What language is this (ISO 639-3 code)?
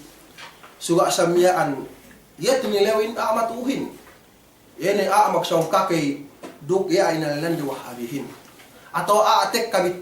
yka